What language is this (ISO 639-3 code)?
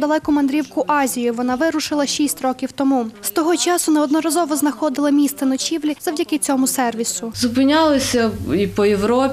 ukr